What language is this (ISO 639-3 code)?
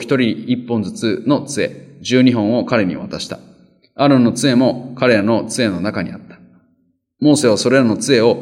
jpn